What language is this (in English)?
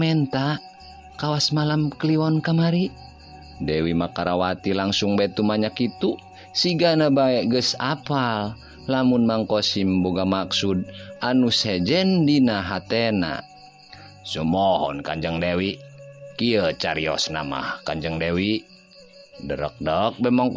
Sundanese